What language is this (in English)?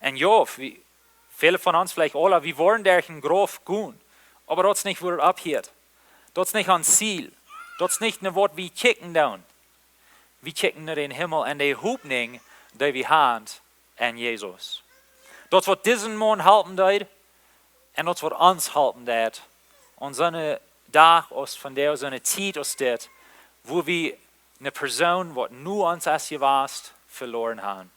Plautdietsch